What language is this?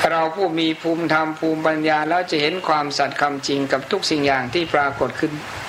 Thai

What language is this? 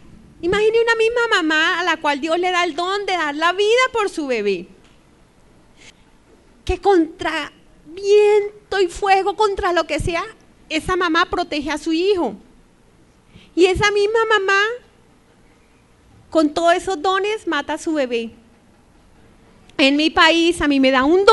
Spanish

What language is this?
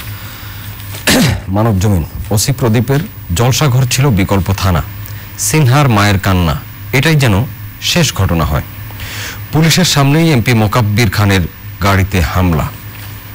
Bangla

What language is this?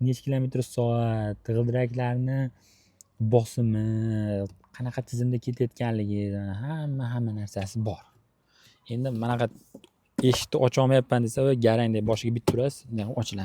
Uzbek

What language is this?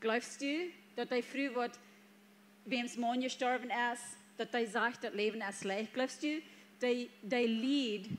Plautdietsch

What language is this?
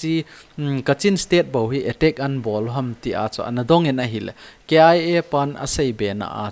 Thado Chin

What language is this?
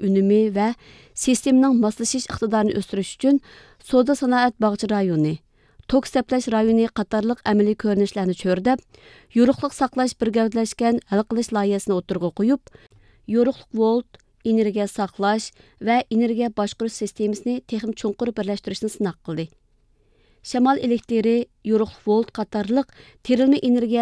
Uyghur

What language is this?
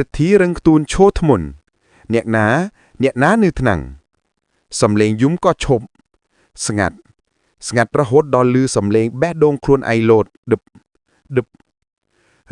Khmer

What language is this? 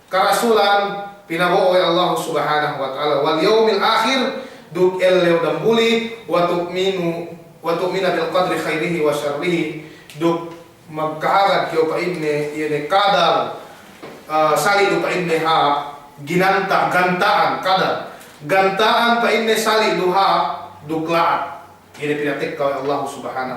Yakan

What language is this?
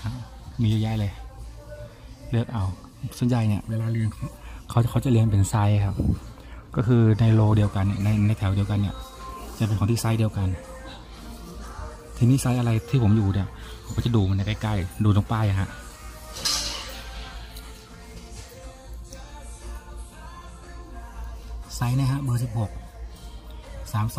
Thai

